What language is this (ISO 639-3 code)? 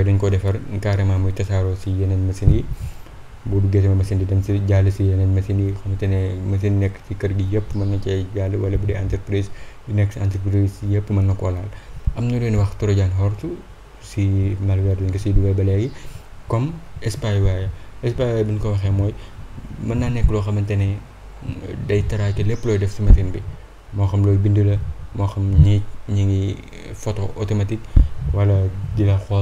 wol